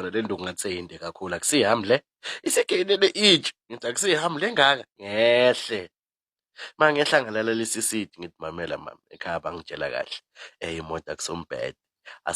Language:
Zulu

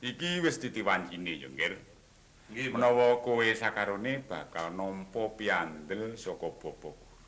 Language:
Javanese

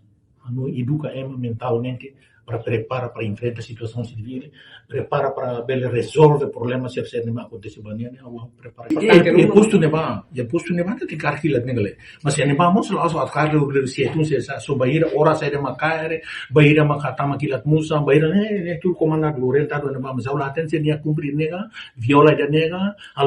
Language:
Tetum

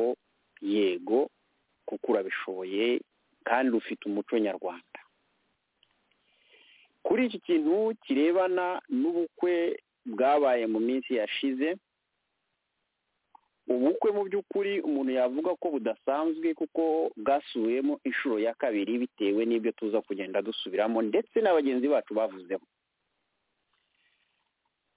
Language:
Kinyarwanda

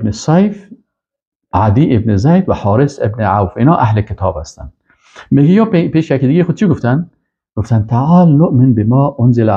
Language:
Persian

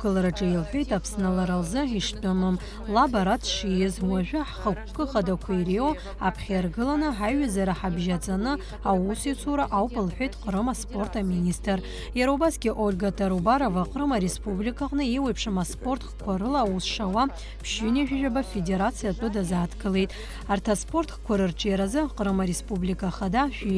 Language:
Abkhazian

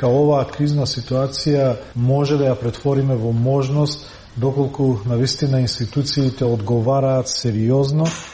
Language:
Macedonian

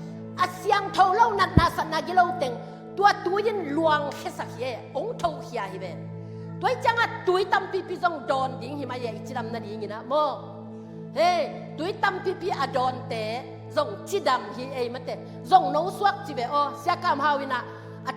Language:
Tedim Chin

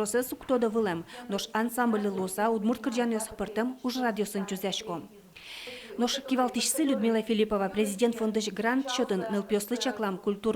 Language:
Udmurt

